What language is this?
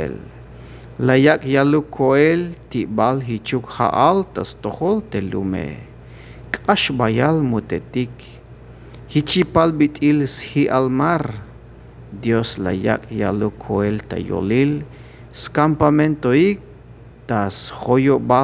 Tzeltal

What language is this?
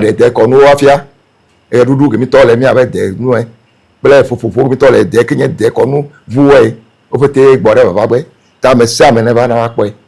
Ewe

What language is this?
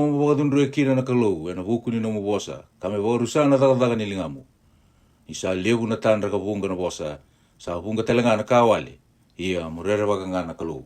Fijian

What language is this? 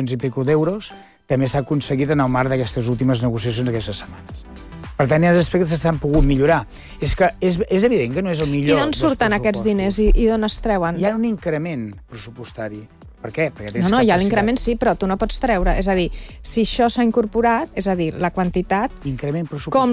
Catalan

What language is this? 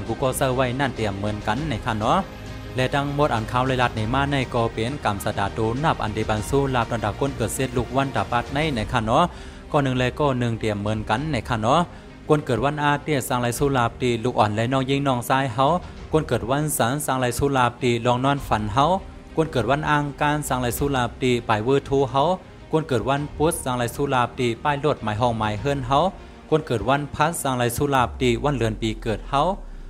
Shan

